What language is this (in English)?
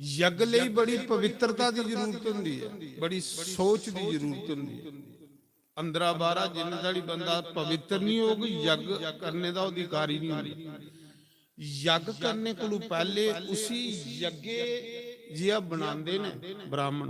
Dogri